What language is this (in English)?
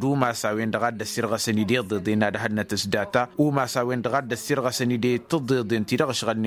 Tamasheq